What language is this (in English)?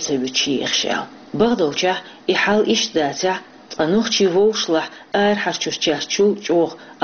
Chechen